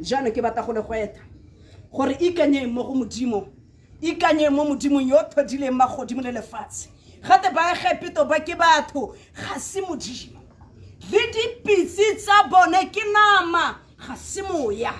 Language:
Tswana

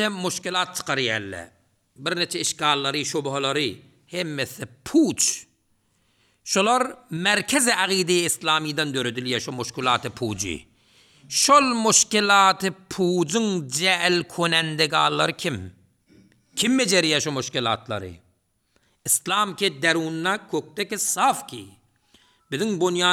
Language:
Turkmen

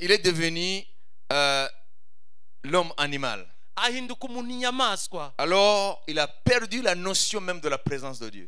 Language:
Kinyarwanda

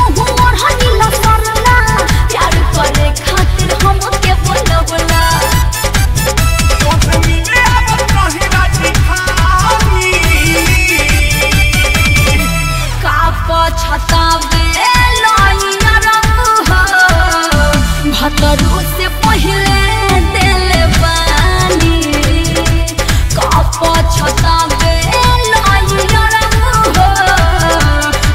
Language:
Bhojpuri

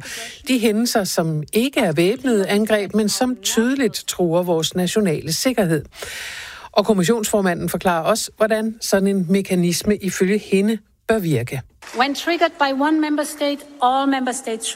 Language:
Danish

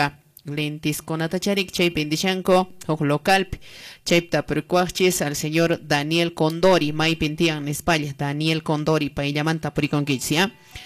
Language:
Quechua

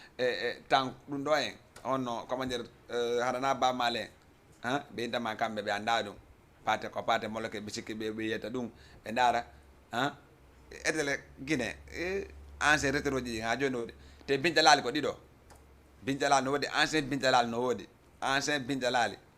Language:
Fula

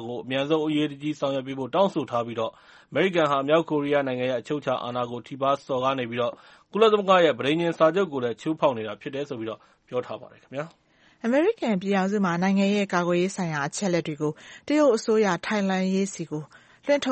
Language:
Burmese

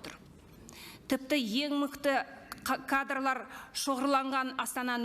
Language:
Kazakh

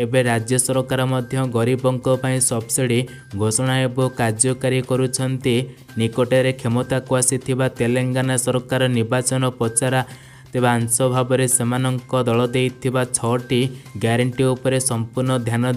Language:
Odia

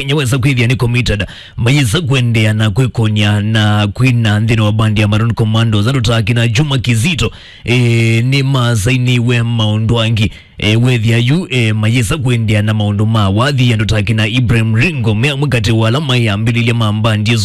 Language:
Kamba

